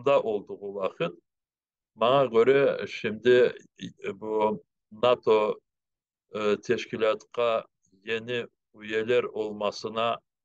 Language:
Crimean Tatar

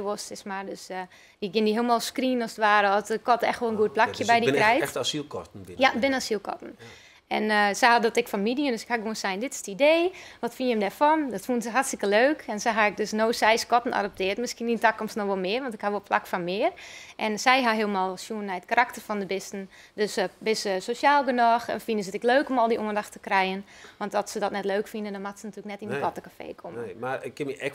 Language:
Western Frisian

